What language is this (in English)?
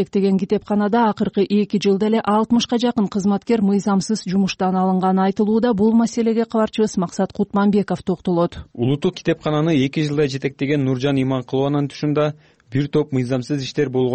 Kyrgyz